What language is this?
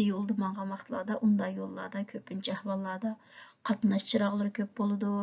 Uyghur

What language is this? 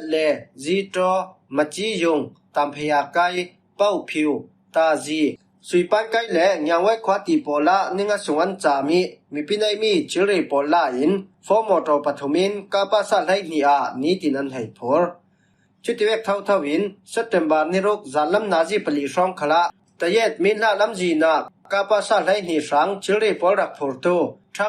Falam Chin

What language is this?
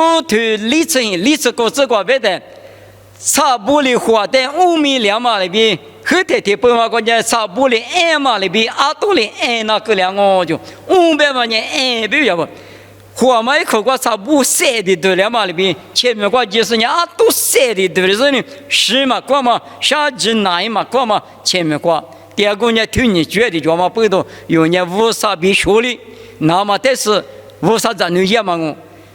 Lisu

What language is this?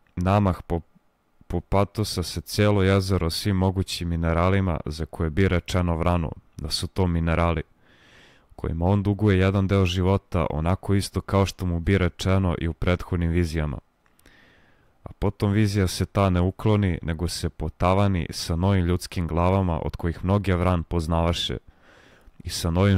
Serbian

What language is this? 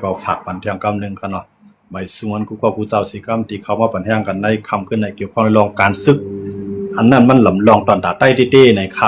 Shan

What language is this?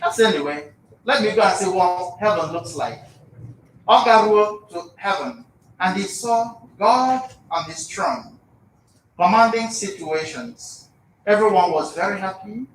Igbo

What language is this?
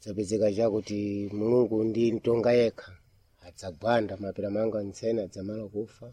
Sena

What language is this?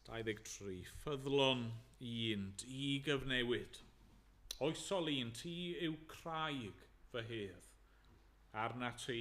Welsh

